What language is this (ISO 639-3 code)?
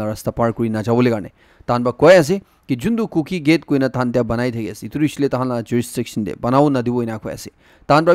nag